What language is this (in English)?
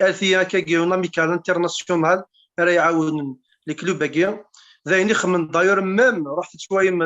Kabyle